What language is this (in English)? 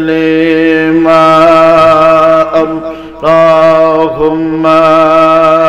Bangla